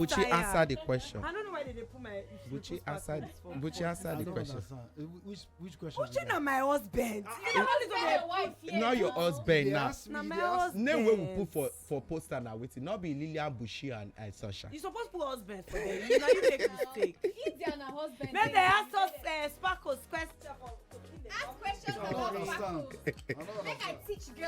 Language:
Nigerian Pidgin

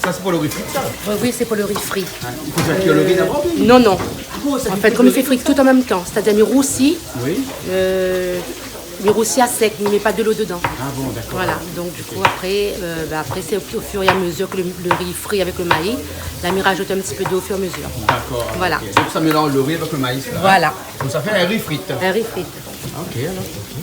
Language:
Réunion Creole French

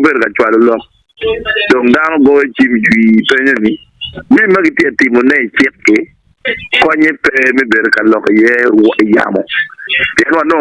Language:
Acoli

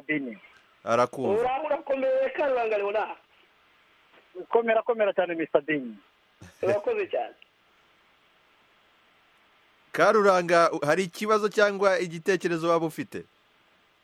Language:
Kinyarwanda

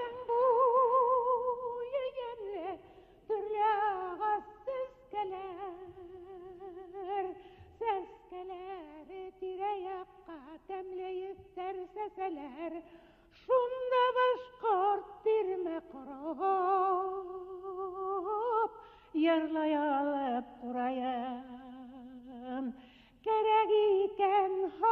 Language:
Bashkir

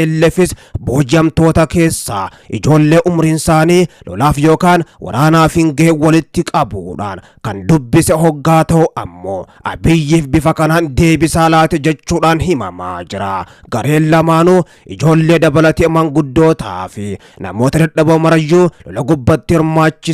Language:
Oromo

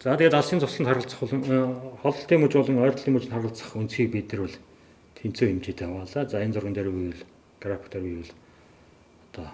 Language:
Mongolian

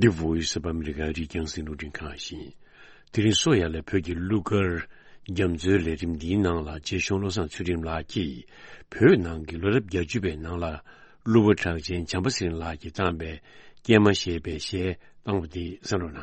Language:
Tibetan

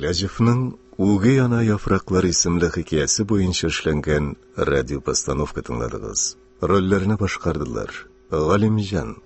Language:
Tatar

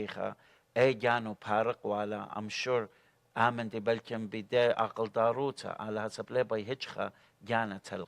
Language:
Assyrian Neo-Aramaic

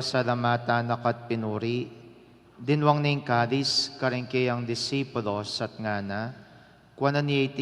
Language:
Pampanga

